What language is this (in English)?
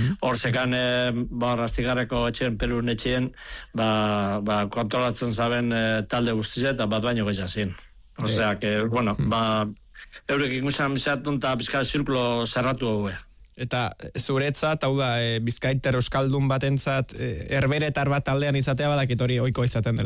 Basque